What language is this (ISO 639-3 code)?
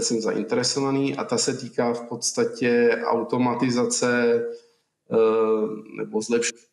ces